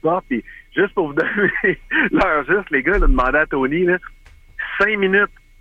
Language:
French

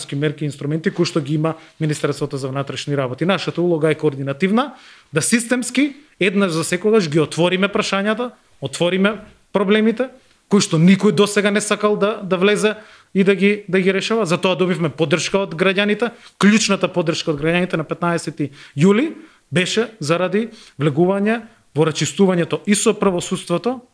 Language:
Macedonian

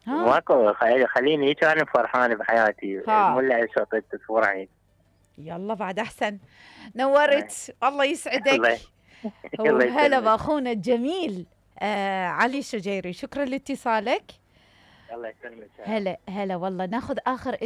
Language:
Mesopotamian Arabic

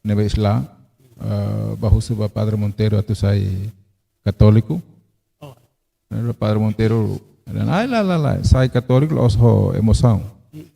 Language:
Tetum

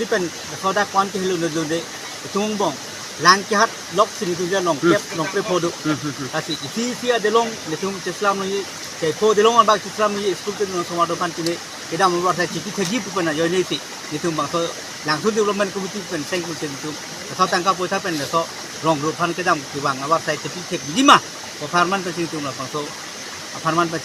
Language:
Karbi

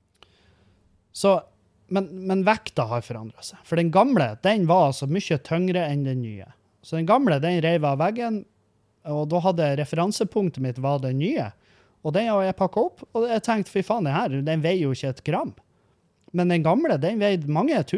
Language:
Norwegian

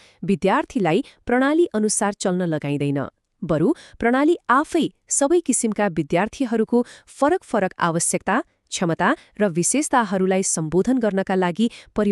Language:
Nepali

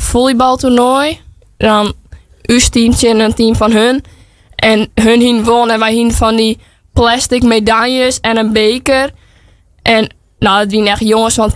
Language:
Western Frisian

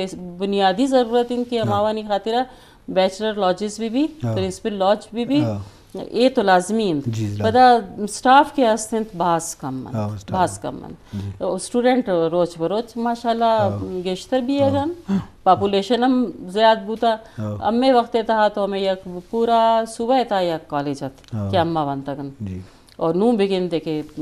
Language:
Eastern Balochi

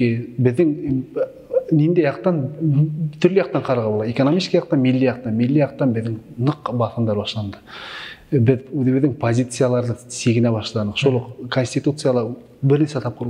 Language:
Bashkir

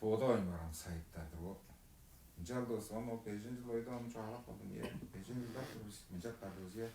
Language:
Tuvinian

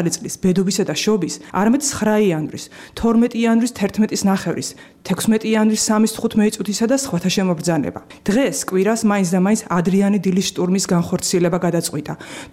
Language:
Georgian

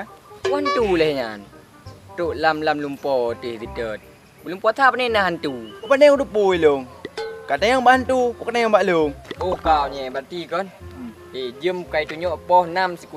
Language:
Achinese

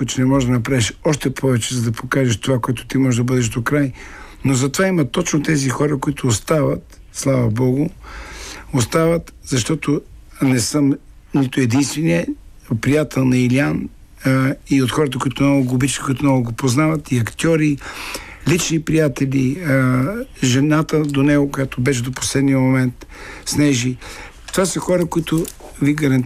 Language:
Bulgarian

